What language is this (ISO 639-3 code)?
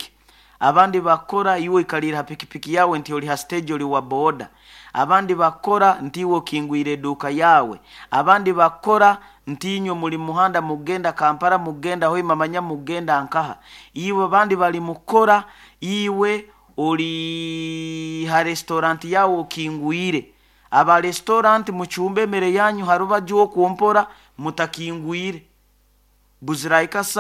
nyo